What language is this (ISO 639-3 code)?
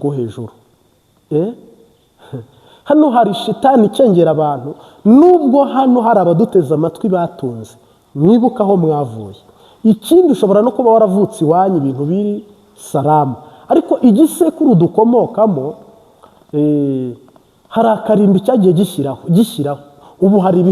kin